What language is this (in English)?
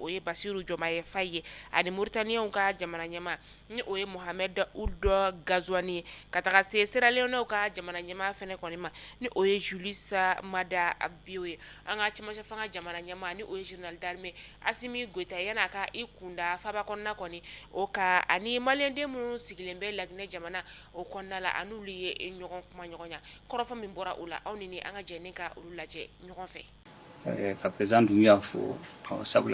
Bambara